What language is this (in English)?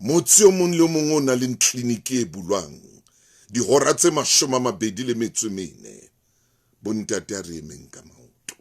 Southern Sotho